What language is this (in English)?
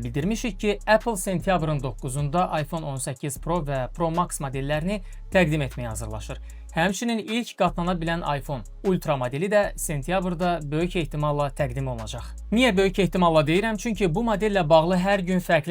Azerbaijani